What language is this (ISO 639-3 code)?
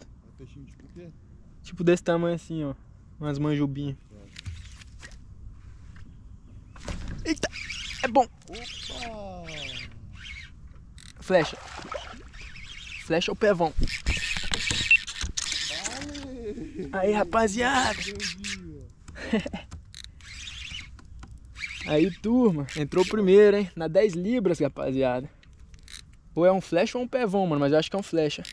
por